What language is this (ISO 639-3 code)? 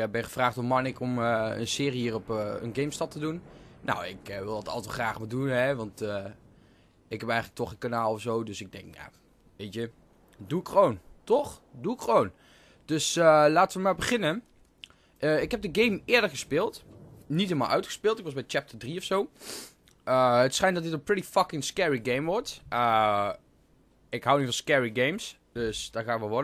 nld